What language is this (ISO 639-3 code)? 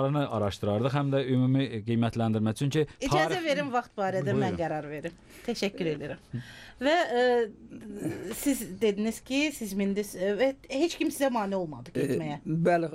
aze